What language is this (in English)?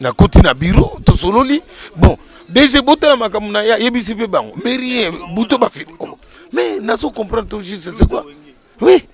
Lingala